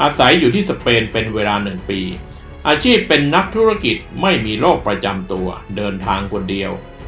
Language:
Thai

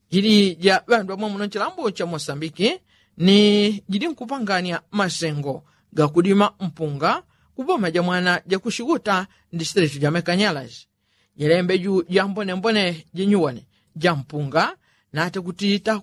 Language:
Yao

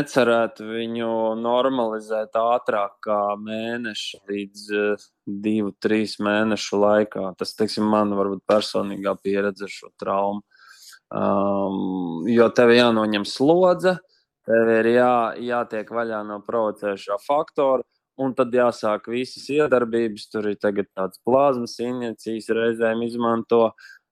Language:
Latvian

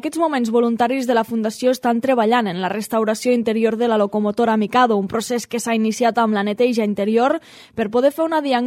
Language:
Catalan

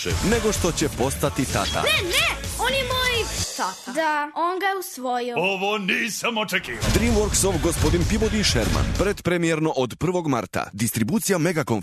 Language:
Serbian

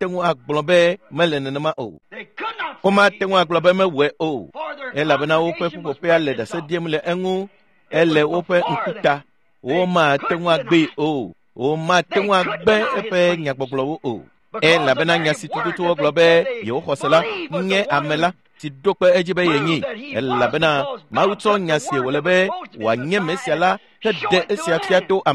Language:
Ewe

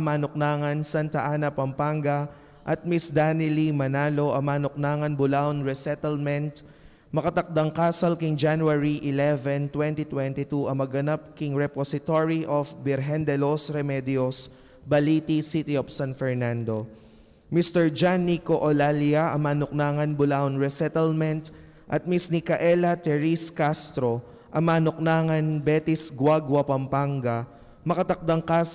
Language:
Pampanga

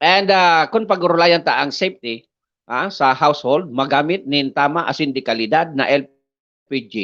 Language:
Bikol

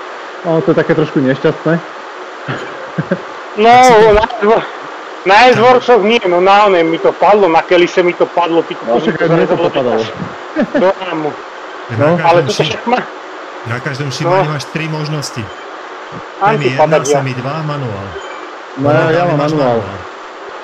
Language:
Slovak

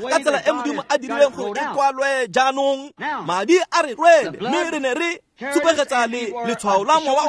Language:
Tswana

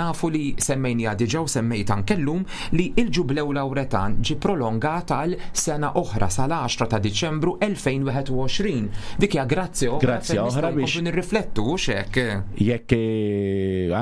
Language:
Maltese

